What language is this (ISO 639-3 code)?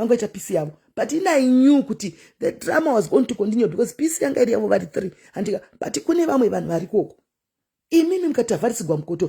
sna